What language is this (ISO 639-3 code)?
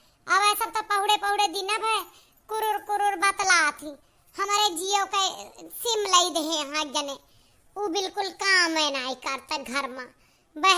awa